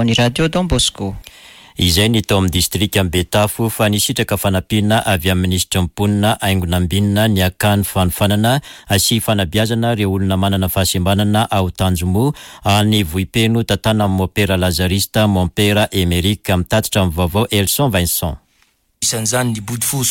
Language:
Malagasy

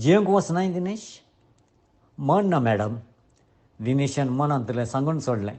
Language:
Konkani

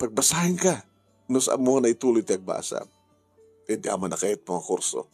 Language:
Iloko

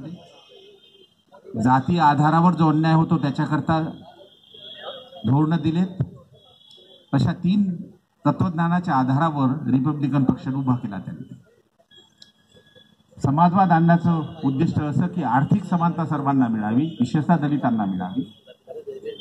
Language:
Marathi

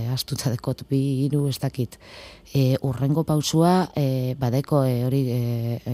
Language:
Basque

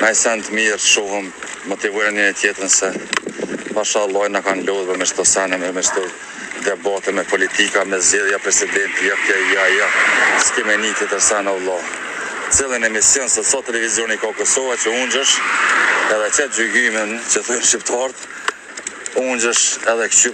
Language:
Albanian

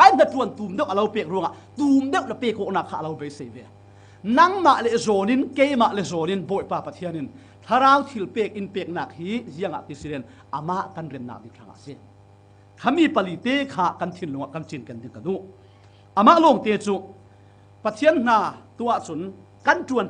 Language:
Falam Chin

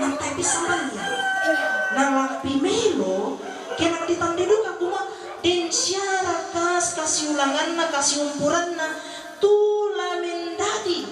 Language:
Toraja-Sa'dan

